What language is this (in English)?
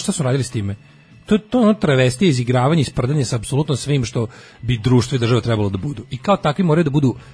Serbian